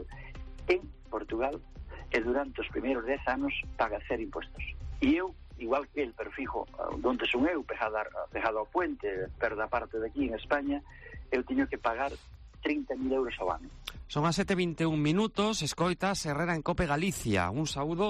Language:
Galician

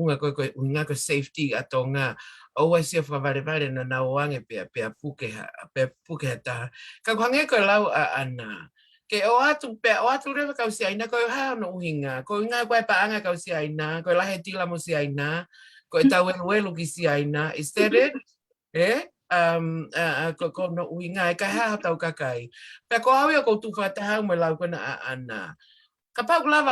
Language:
Tongan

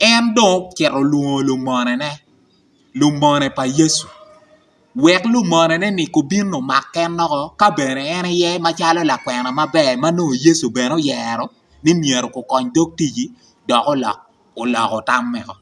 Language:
Acoli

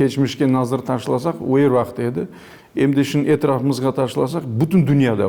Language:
Crimean Tatar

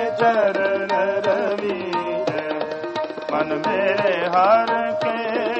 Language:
Punjabi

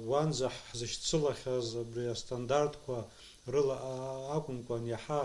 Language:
Abkhazian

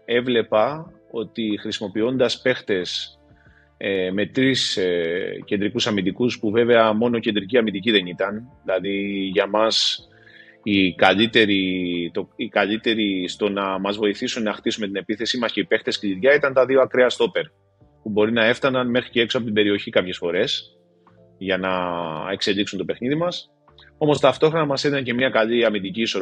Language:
Greek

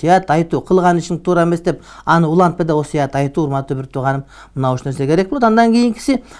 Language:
Kyrgyz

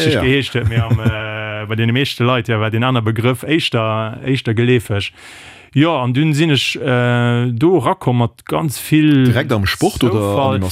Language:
Luxembourgish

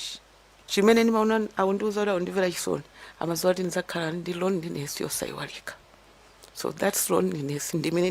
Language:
Nyanja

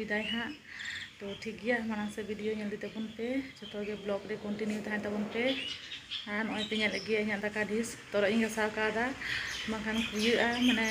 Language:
Santali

